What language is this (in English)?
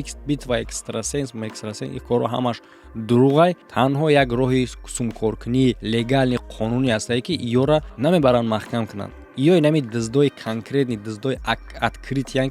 Tajik